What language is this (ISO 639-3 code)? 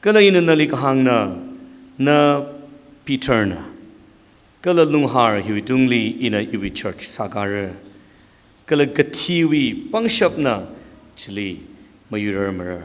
nmf